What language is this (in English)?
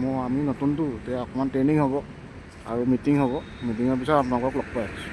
Assamese